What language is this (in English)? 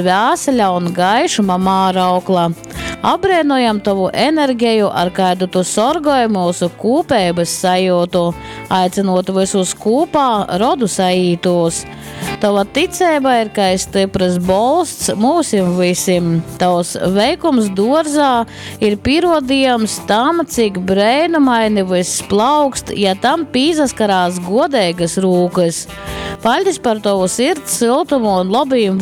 Latgalian